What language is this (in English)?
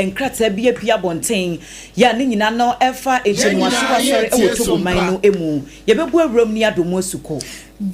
Akan